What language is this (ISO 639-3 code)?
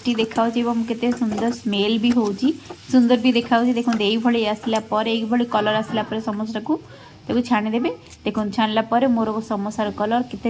ori